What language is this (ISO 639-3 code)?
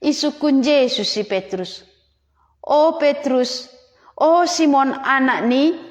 bts